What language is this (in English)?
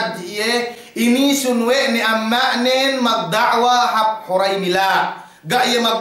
Yakan